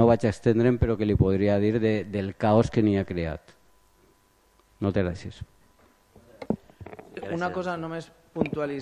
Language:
Catalan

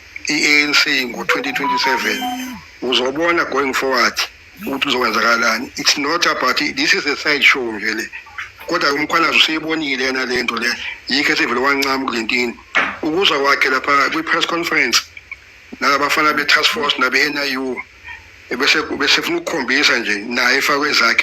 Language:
Zulu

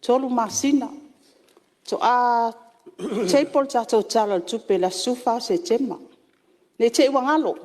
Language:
Samoan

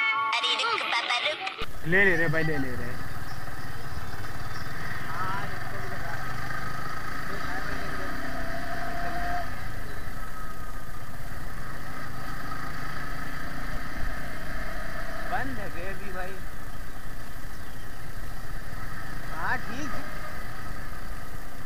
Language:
Hindi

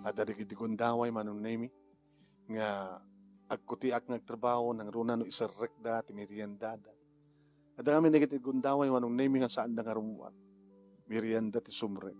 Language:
Iloko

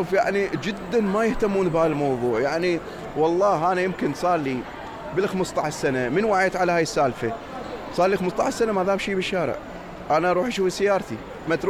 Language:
Mesopotamian Arabic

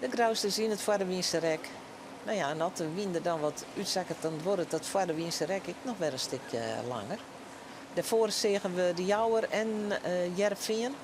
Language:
Western Frisian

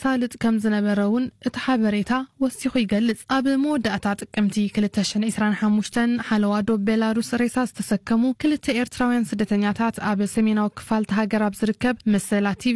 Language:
Tigrinya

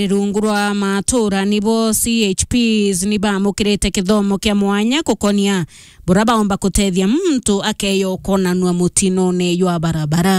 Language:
Meru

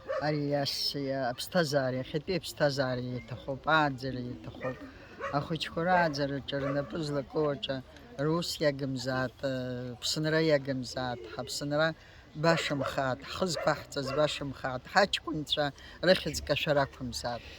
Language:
Abkhazian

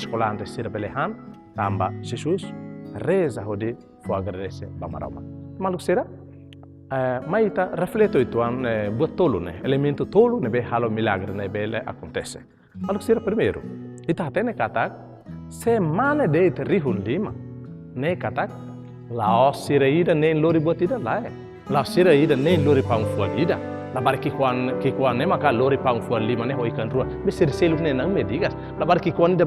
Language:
Tetum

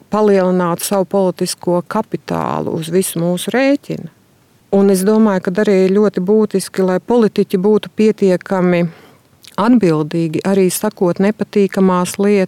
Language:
Latvian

